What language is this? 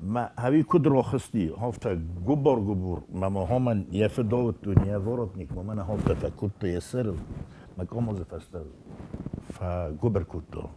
Ossetic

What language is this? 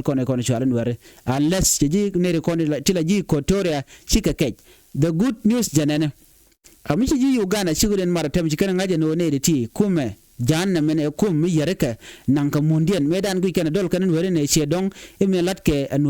Nuer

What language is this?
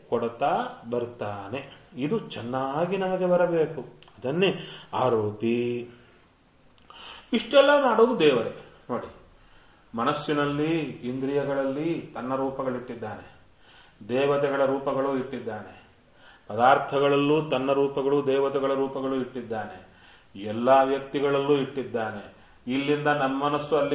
Kannada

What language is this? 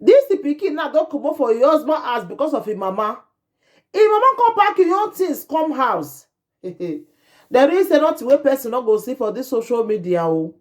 Nigerian Pidgin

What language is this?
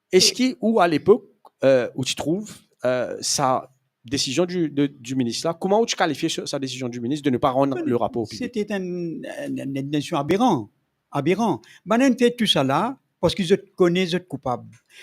Morisyen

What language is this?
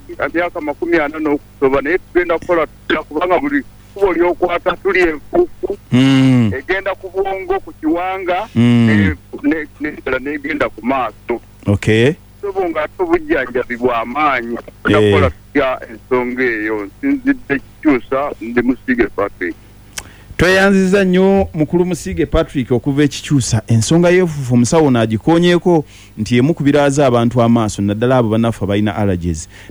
Ganda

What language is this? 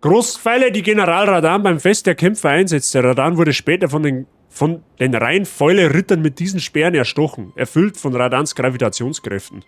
Bavarian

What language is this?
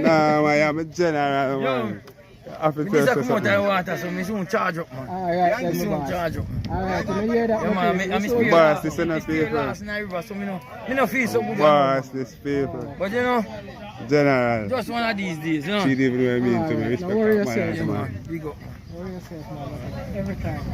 Jamaican Creole English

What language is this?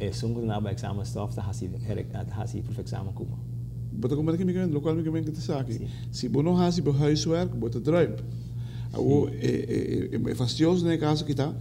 Papiamento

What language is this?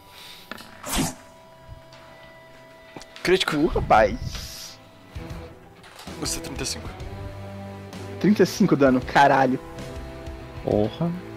Portuguese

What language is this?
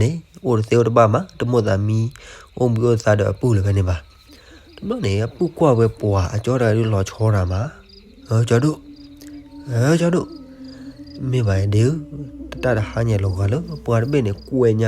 S'gaw Karen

